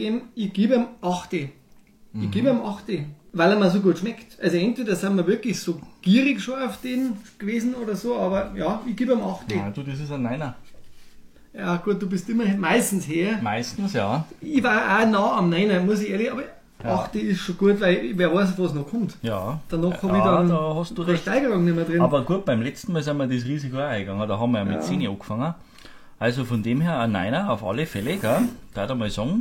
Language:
Bavarian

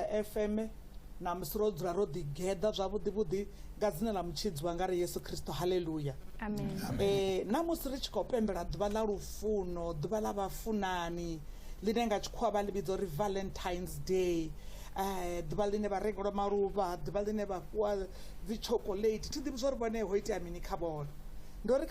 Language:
Venda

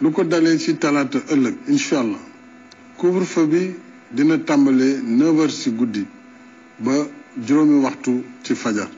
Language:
Wolof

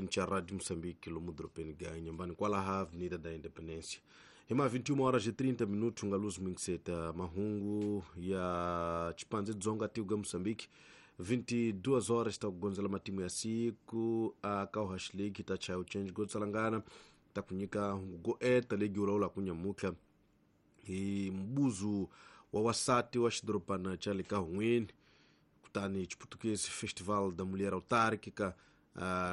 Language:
Tsonga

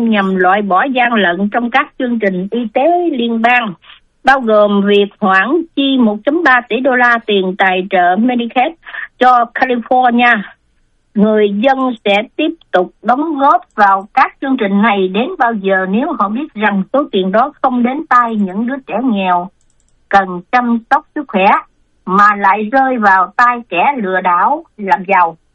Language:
Vietnamese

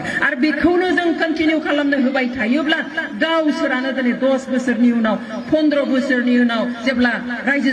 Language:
Bodo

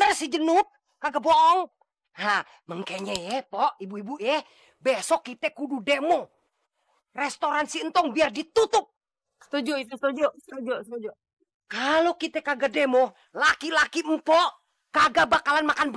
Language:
Betawi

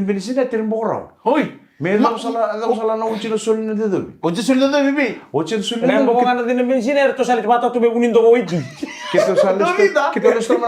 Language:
Fijian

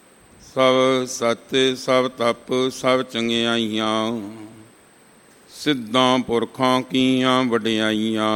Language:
Punjabi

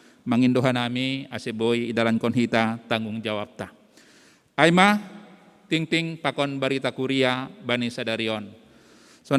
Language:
Batak Simalungun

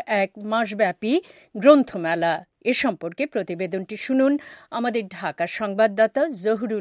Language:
Bangla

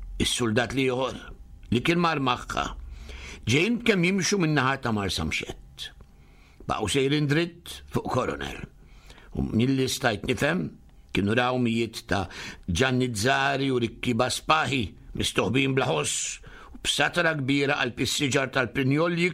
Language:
Maltese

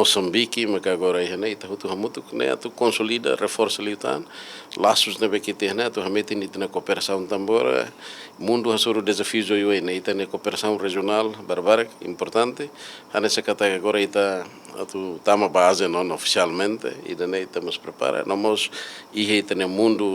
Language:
Tetum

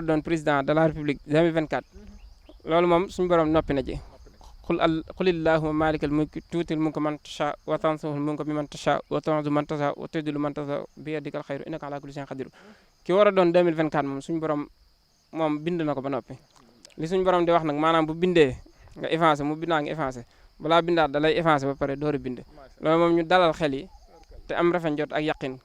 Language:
Wolof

